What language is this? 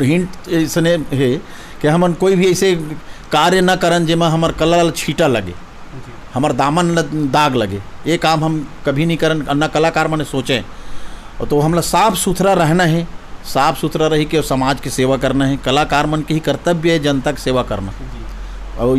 Chhattisgarhi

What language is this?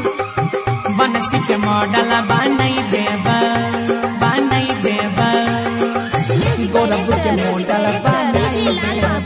Bhojpuri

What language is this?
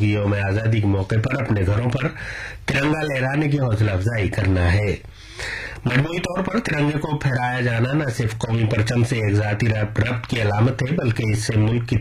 Urdu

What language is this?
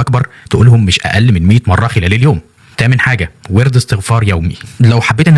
Egyptian Arabic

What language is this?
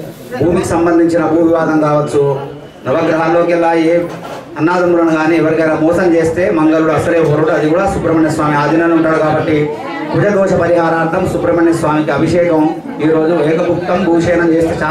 Telugu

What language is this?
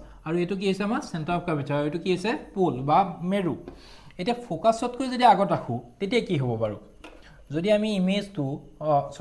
Assamese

